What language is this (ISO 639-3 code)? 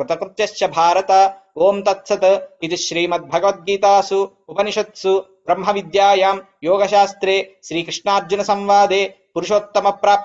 san